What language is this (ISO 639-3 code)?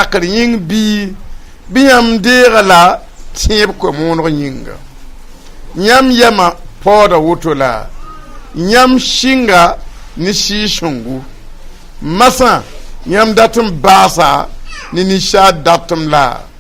mos